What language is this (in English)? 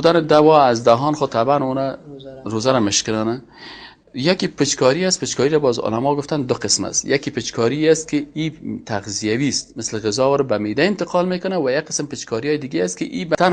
Persian